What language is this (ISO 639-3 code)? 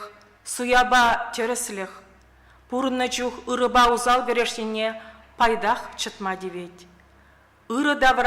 chv